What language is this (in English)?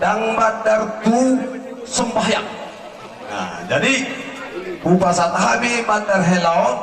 Batak Toba